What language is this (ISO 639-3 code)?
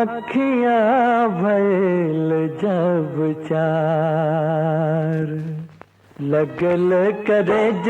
mag